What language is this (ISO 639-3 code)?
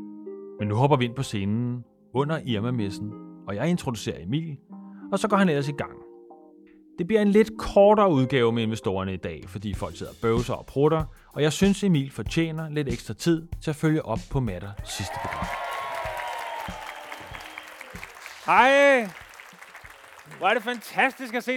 dan